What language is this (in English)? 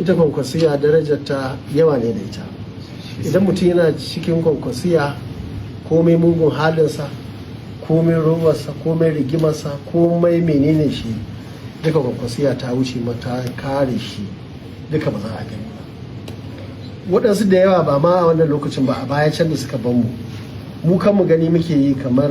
Hausa